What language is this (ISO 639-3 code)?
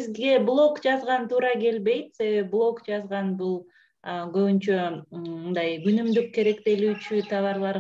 kir